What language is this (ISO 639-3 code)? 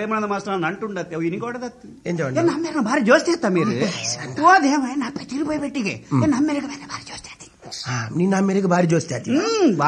kan